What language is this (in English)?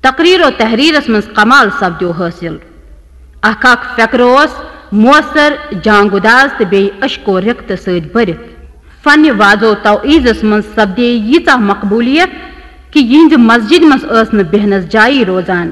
Kashmiri